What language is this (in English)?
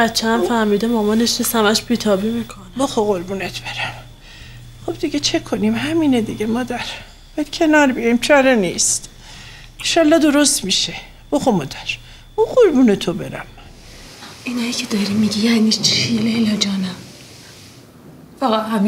Persian